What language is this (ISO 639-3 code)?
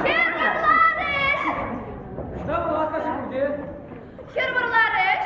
chv